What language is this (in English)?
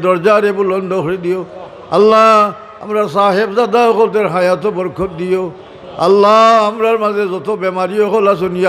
Sylheti